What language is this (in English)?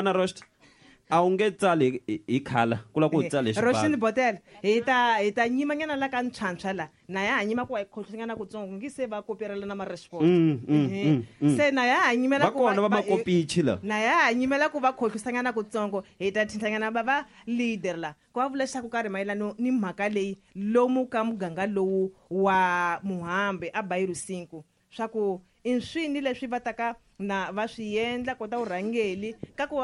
Tsonga